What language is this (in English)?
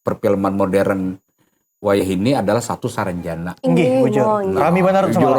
Banjar